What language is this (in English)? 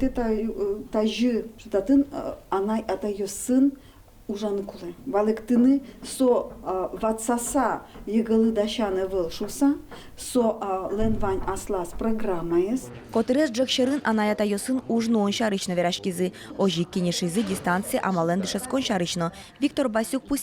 Udmurt